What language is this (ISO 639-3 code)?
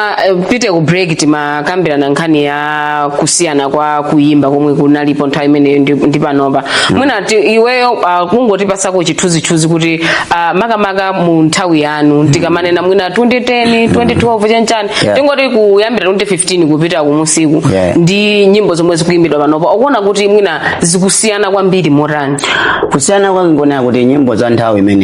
nya